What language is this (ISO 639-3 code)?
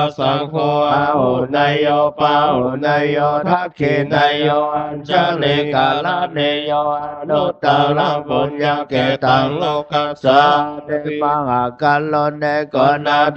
pli